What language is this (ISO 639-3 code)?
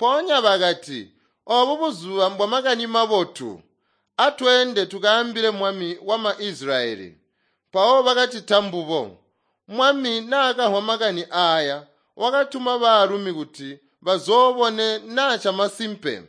toi